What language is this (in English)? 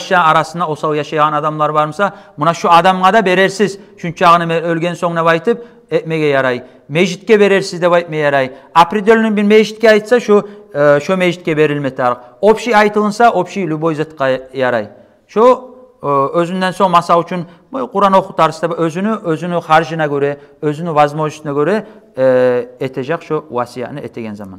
Kumyk